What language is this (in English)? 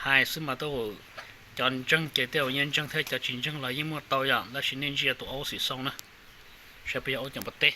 Hmong